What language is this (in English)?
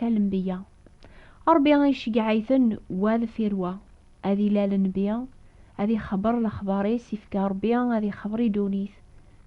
Kabyle